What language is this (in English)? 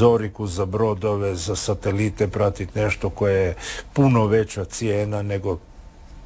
Croatian